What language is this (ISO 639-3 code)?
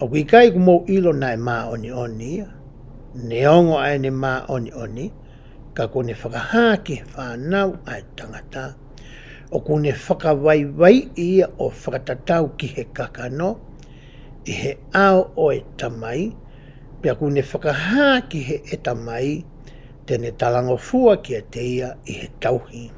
ton